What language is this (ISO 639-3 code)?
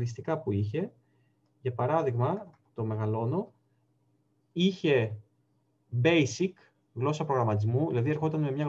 ell